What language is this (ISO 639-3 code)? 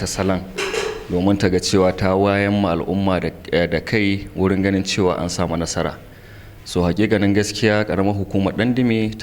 hau